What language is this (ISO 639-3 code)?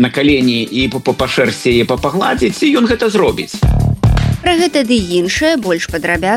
bel